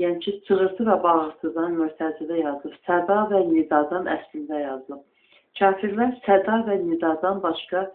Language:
Azerbaijani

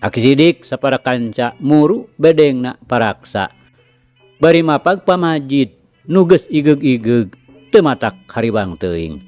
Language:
Sundanese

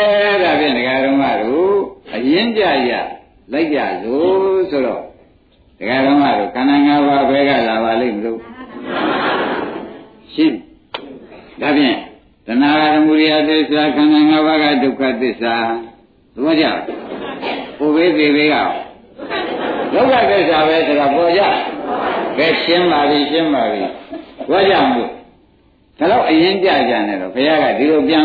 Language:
Burmese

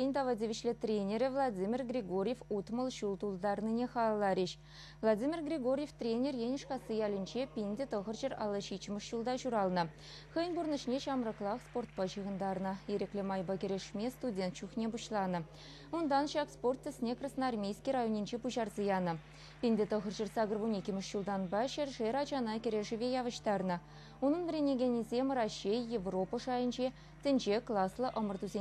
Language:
Chuvash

